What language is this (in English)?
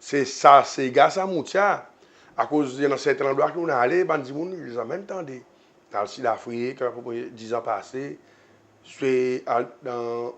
Seselwa Creole French